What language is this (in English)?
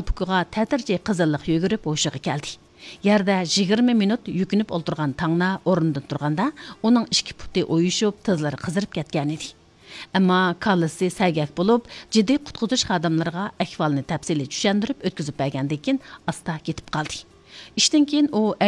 Uyghur